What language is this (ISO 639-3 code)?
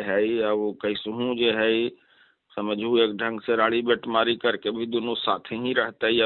mag